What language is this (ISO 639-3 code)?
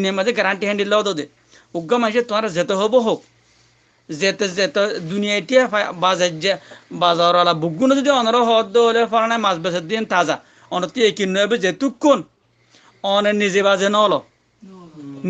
rhg